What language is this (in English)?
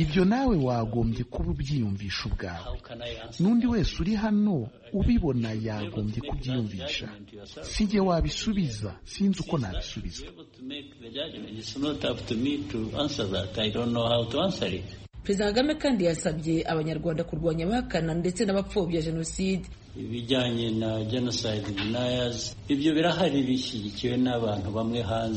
Kinyarwanda